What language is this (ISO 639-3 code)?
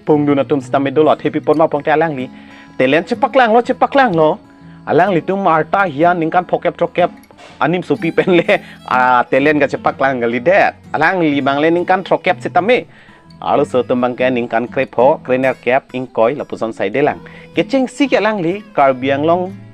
mjw